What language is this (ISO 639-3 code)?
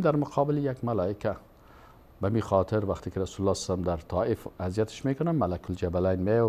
fas